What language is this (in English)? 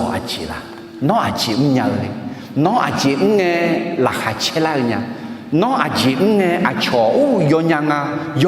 Akha